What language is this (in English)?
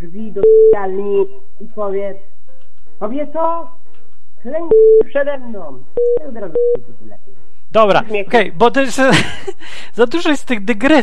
Polish